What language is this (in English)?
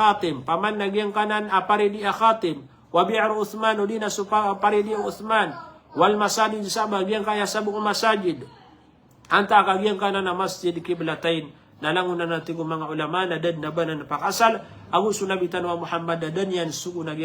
Maranao